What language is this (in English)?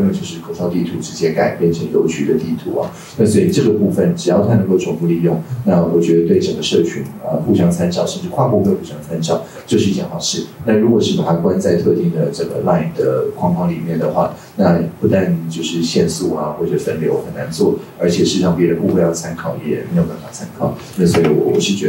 Chinese